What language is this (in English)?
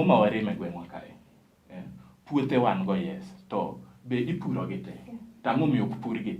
Luo (Kenya and Tanzania)